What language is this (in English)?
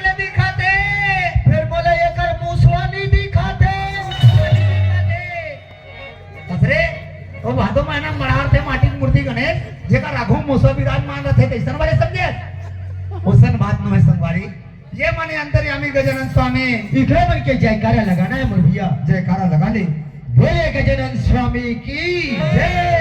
Chhattisgarhi